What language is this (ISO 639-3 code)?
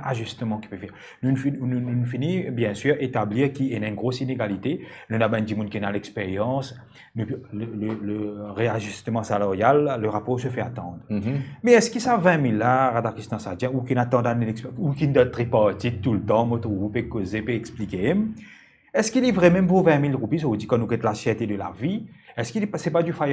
mfe